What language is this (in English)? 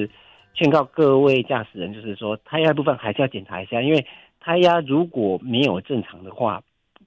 Chinese